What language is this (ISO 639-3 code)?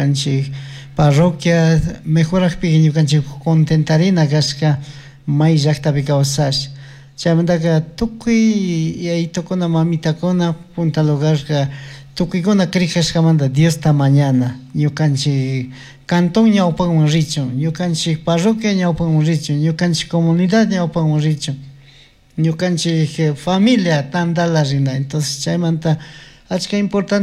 qug